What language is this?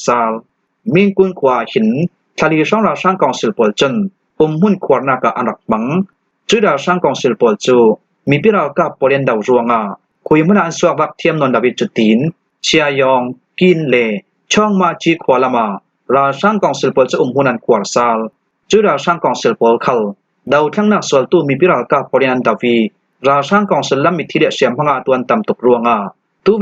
Hakha Chin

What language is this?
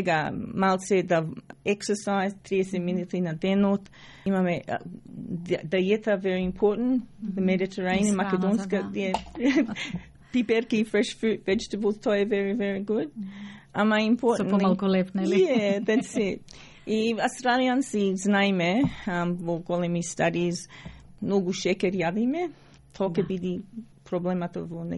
Macedonian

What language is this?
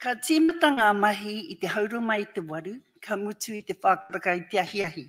Māori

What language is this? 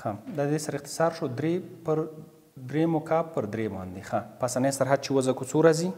Pashto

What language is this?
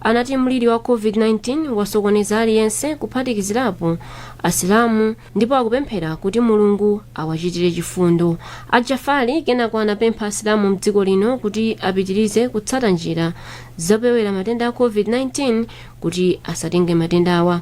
Nyanja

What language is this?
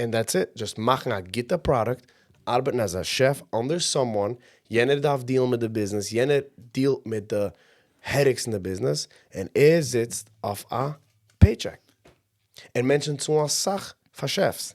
Yiddish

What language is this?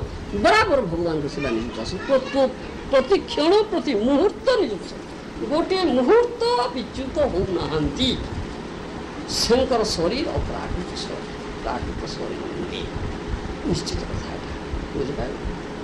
Odia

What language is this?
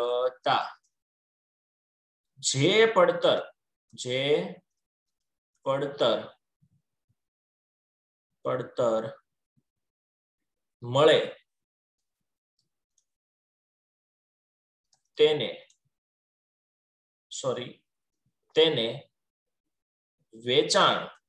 Gujarati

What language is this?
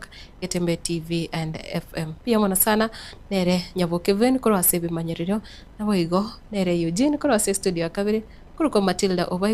Gusii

